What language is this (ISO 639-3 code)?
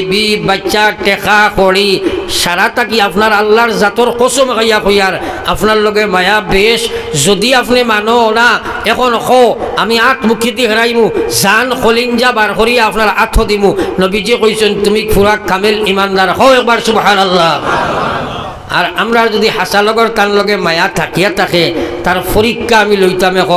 syl